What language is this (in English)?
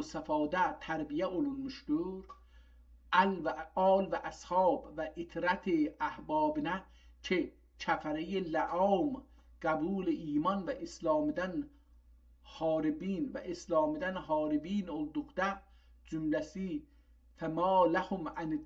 South Azerbaijani